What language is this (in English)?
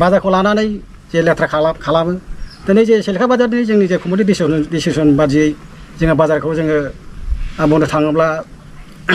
Bodo